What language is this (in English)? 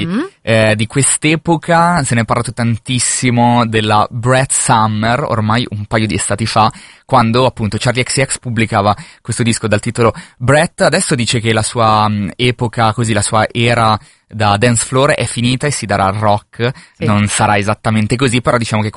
Italian